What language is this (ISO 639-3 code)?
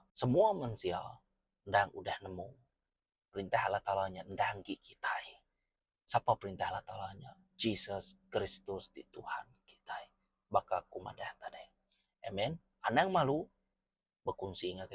iba